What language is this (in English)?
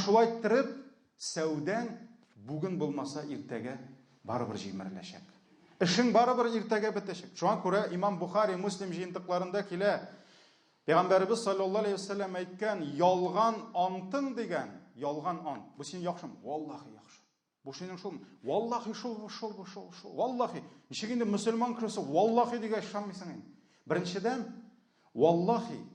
Tatar